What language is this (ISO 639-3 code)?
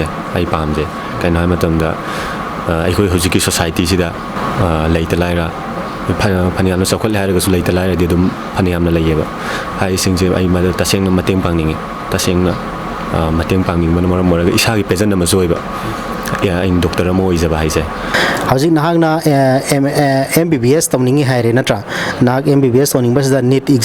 mni